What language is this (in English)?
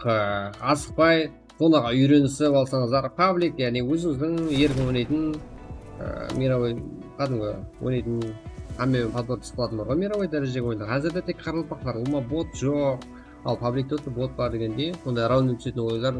Kara-Kalpak